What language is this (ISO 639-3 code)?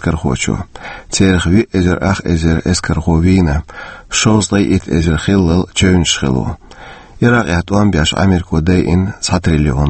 che